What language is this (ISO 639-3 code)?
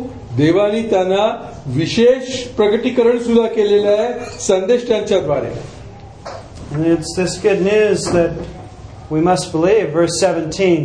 mar